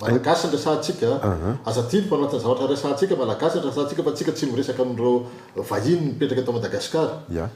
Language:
Malagasy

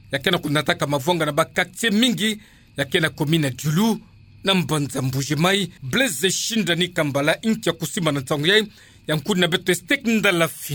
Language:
Kituba (Democratic Republic of Congo)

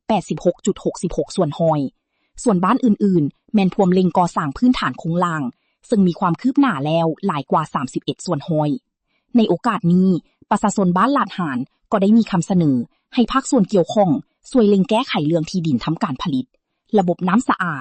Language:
Lao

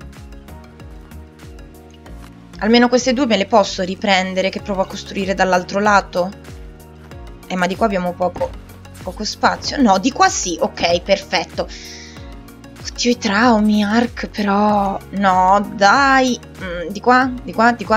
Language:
Italian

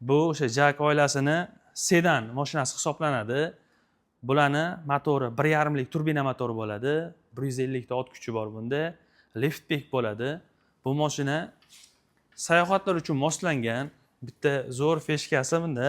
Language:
Uzbek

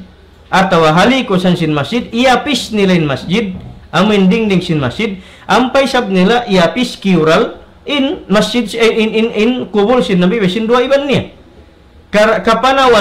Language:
Tausug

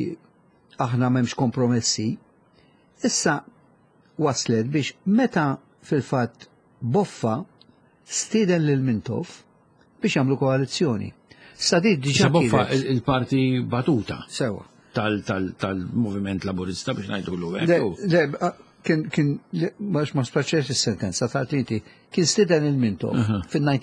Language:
Maltese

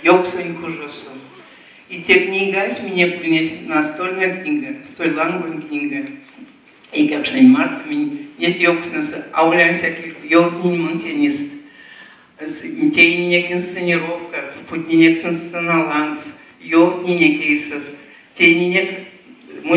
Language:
Erzya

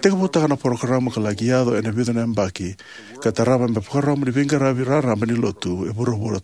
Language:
Fijian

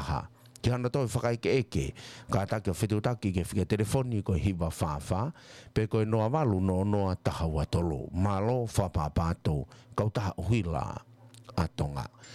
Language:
Tongan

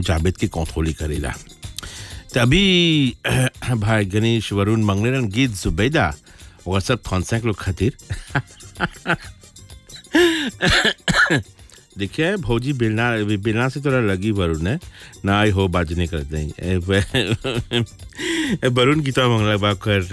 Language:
Bhojpuri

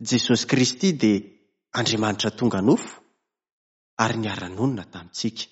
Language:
Malagasy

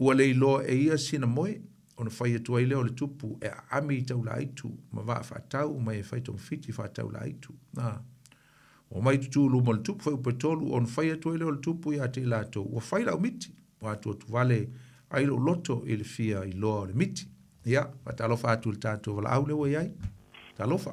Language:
Samoan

